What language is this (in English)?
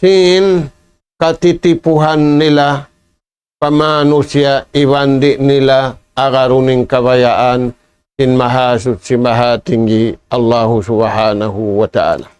Tausug